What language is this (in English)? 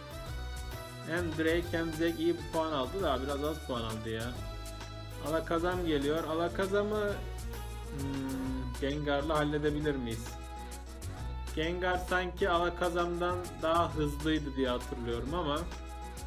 Turkish